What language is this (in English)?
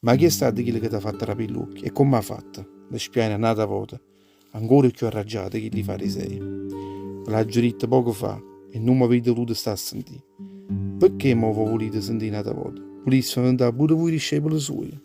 Neapolitan